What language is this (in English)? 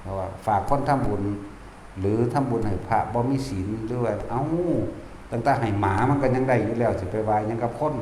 Northeastern Thai